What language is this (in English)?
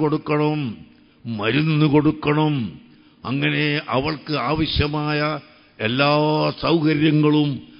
Malayalam